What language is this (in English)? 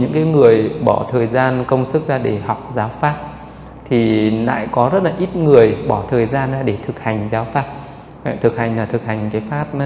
Vietnamese